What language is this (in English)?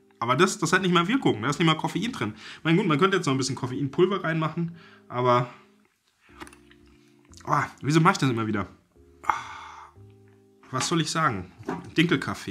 German